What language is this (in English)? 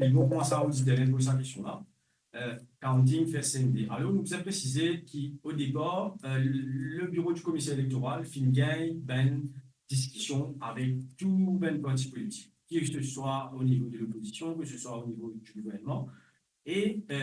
Morisyen